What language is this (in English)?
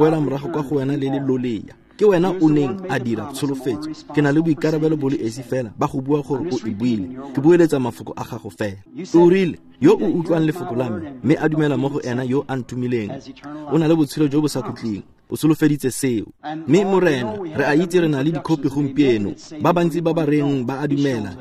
Tswana